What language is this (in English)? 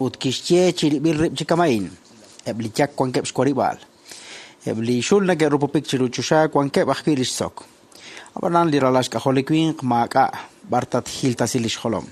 Kekchí